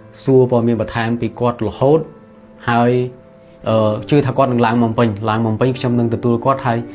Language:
Khmer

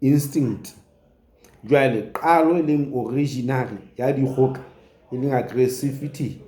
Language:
Southern Sotho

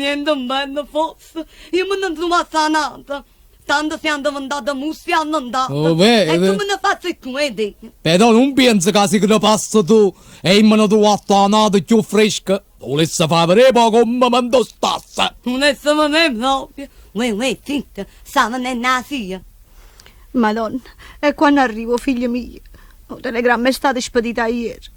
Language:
Neapolitan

